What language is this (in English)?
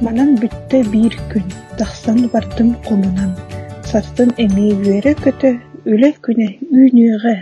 Yakut